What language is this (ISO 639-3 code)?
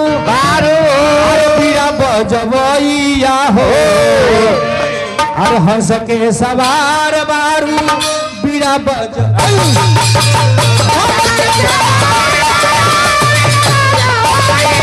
bho